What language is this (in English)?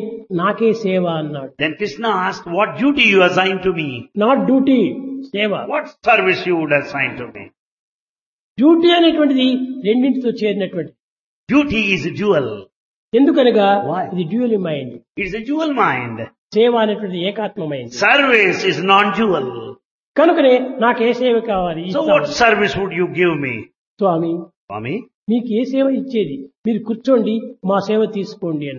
Telugu